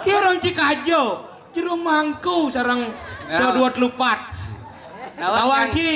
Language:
Balinese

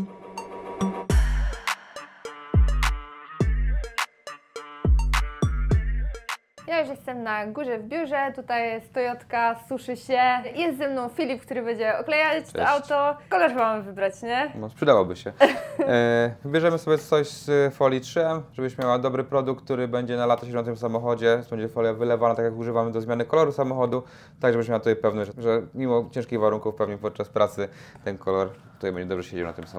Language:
Polish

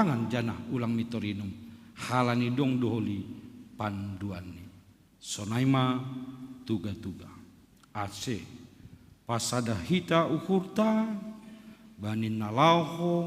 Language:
Batak Simalungun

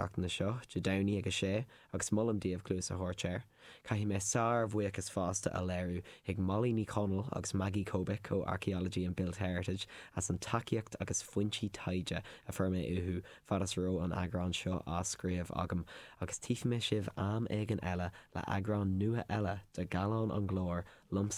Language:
Irish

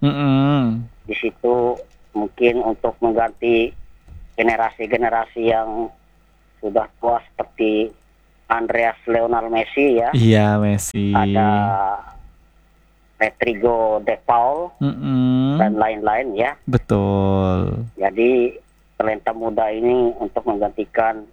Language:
Indonesian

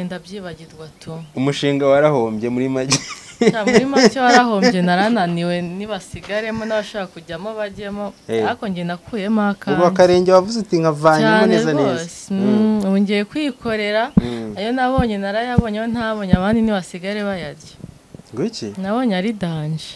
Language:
Kinyarwanda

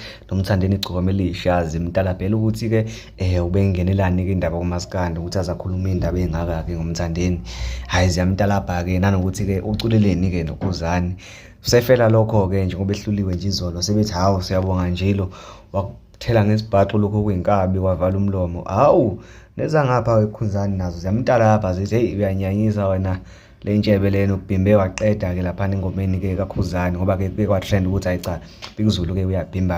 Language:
Zulu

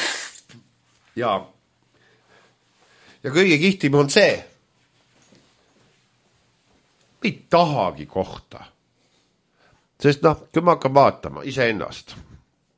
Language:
Estonian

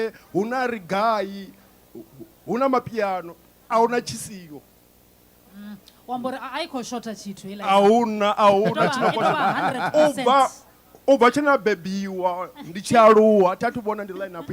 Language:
Venda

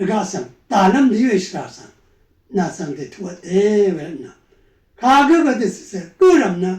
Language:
Rawang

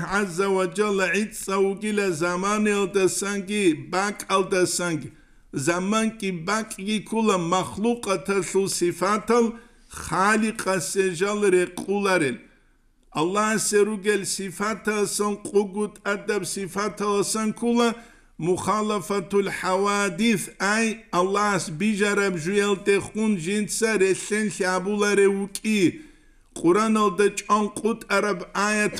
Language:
Avaric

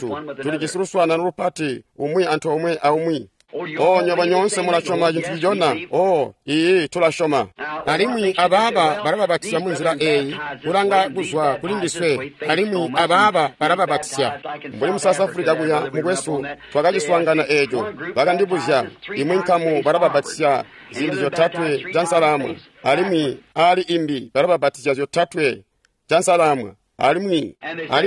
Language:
Tonga (Zambia)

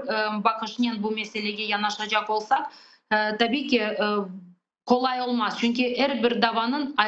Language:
Crimean Tatar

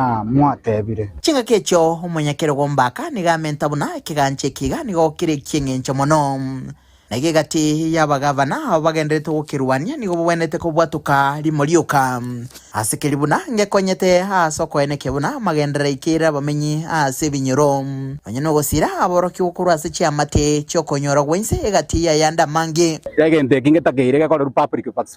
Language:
Gusii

